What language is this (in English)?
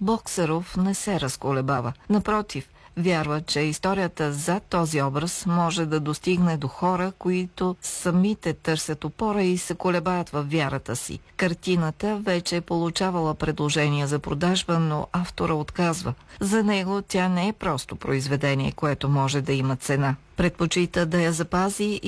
Bulgarian